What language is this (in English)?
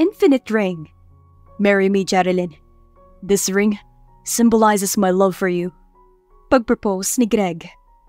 Filipino